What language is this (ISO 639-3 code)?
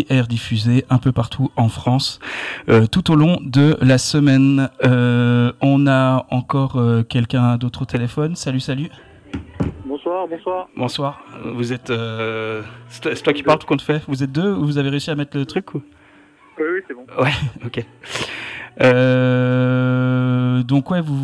fra